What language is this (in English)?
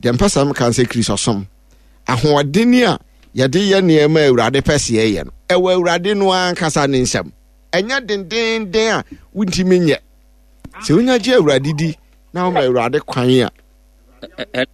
Akan